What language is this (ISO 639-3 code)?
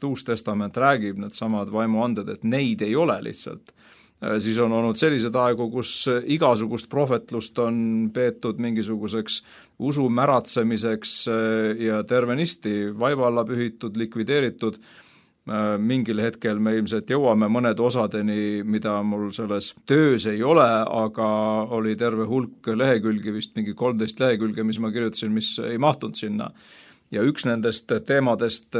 est